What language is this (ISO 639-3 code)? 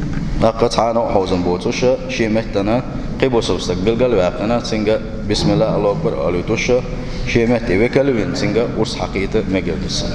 che